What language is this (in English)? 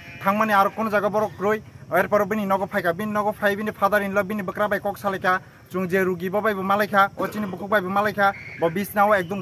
Kok Borok